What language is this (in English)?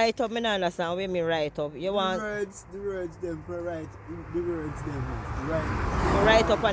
Jamaican Creole English